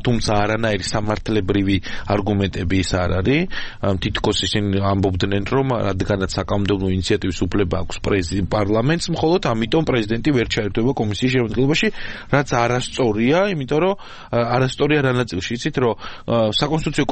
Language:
Georgian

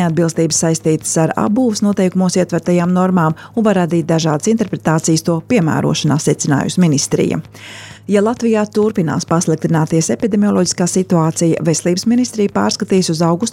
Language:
Latvian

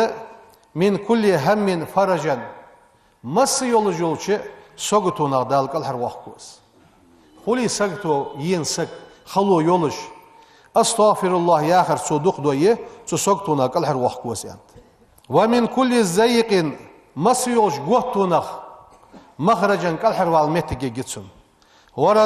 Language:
Ingush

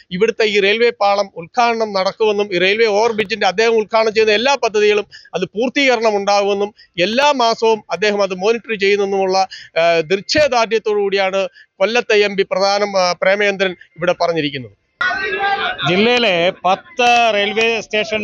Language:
Malayalam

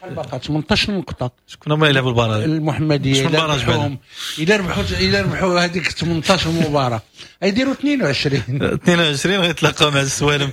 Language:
Moroccan Arabic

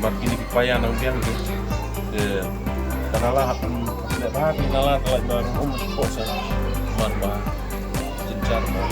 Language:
Khasi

